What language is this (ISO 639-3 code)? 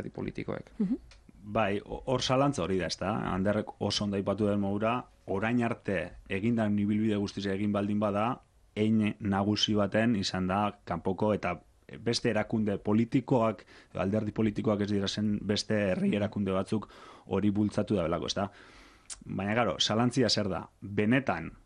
eus